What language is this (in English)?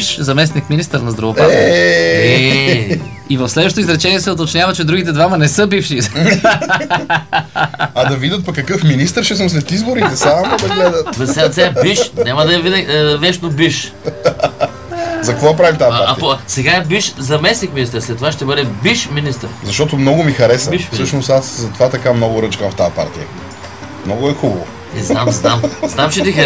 Bulgarian